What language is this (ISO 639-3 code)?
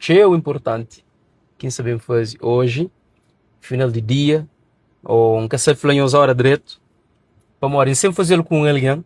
kea